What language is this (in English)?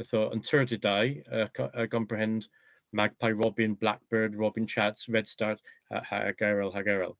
Cornish